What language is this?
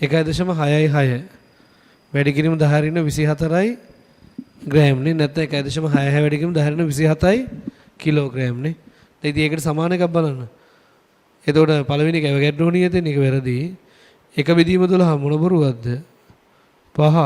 Sinhala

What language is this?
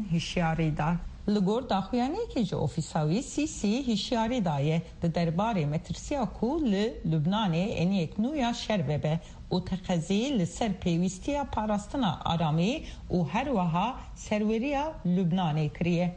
Kurdish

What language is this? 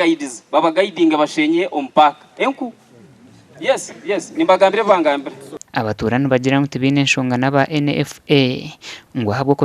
Nyankole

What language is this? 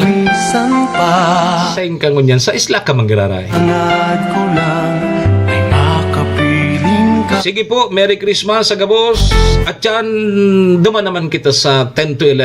Bikol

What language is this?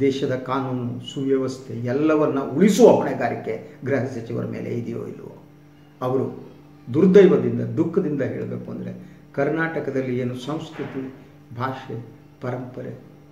Kannada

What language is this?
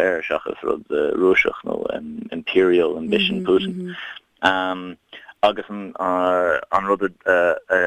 Irish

